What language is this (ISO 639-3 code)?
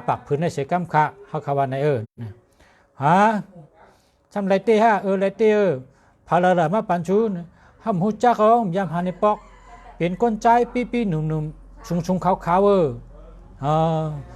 shn